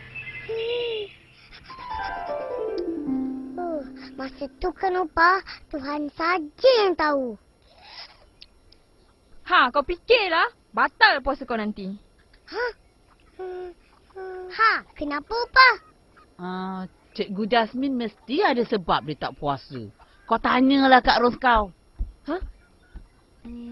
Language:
Malay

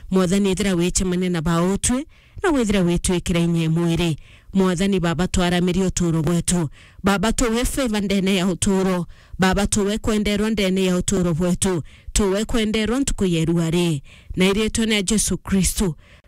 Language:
Meru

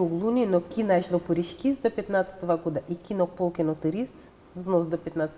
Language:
Udmurt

